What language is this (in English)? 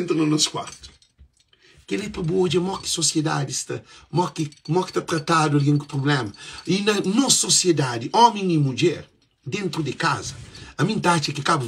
Kabuverdianu